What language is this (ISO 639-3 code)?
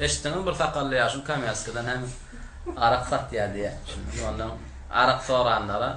tuk